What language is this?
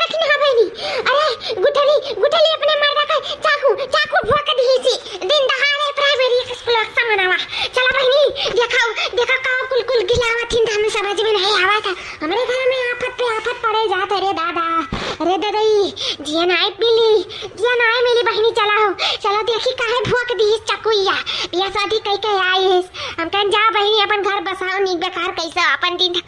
Awadhi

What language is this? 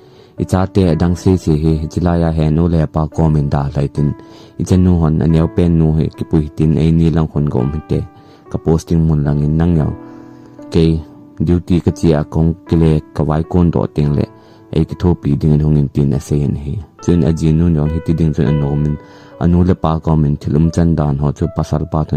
Thado Chin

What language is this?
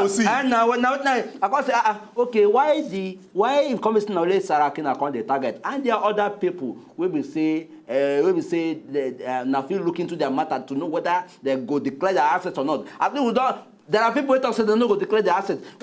Nigerian Pidgin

